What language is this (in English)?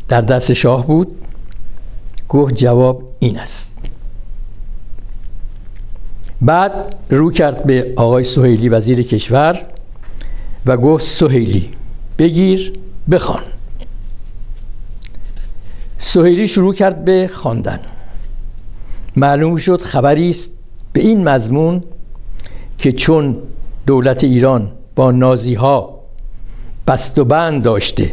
Persian